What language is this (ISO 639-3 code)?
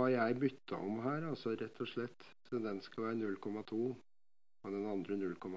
nor